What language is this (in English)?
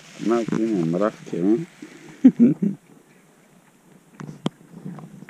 Bulgarian